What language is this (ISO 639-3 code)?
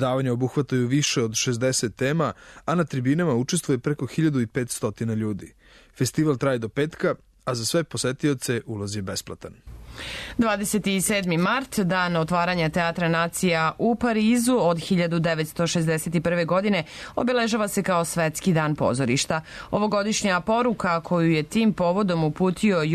srp